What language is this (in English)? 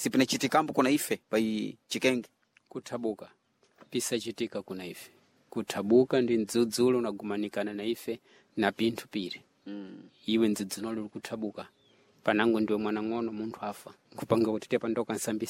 Sena